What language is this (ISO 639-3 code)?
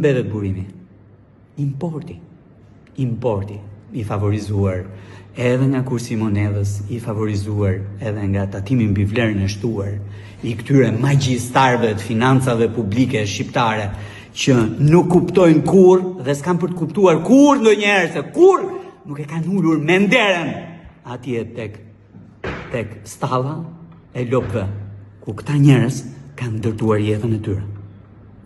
sqi